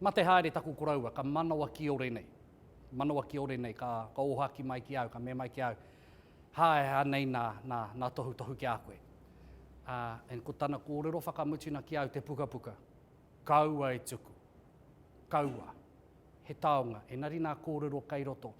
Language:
Māori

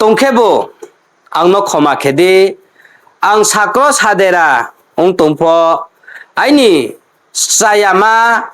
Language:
Riang (India)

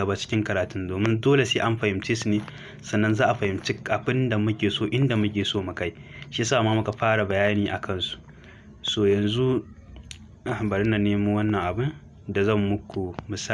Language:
Hausa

